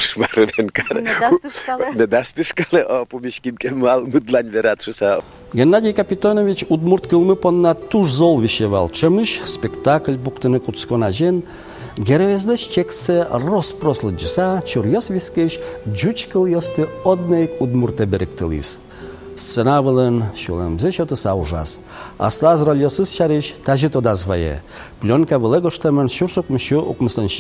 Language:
Udmurt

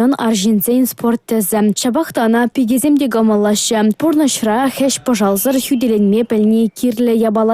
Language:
Chuvash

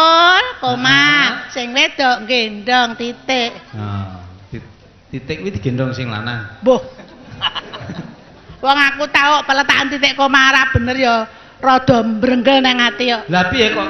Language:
Javanese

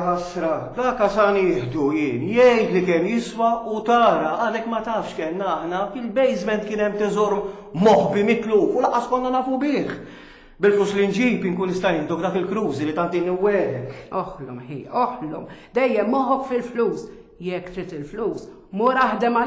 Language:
Maltese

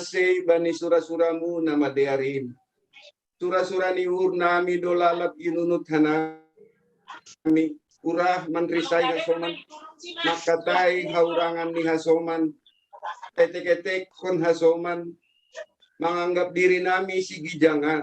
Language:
Batak Simalungun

